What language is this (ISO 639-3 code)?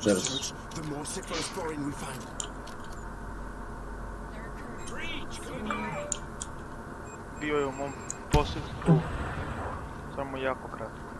hrv